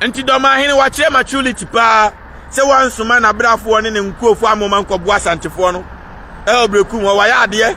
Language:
Akan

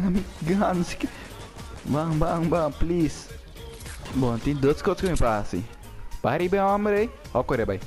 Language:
Papiamento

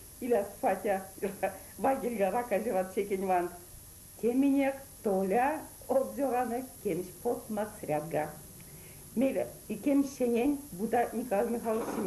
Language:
Erzya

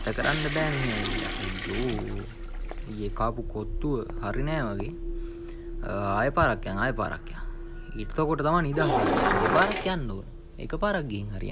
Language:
Sinhala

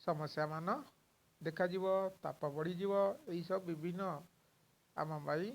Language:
Odia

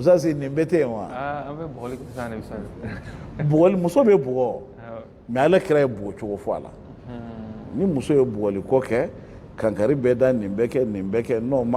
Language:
Bambara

